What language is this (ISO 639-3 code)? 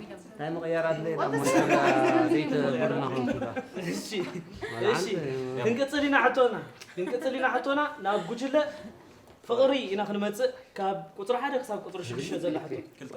tir